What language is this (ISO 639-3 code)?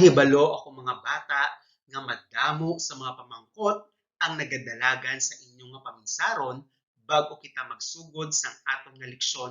hil